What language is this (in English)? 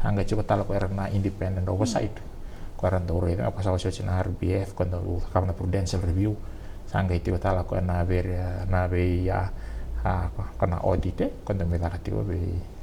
Fijian